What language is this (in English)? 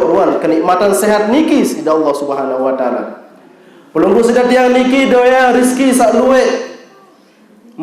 Sasak